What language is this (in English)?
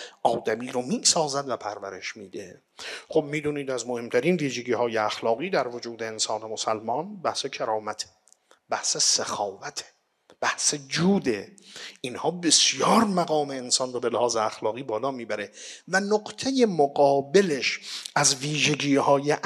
Persian